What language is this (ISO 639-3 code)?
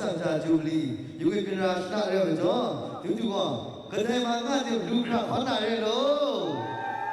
kac